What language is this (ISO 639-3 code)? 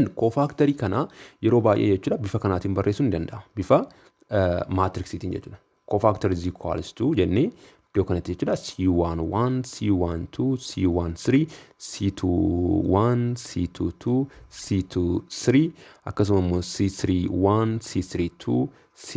orm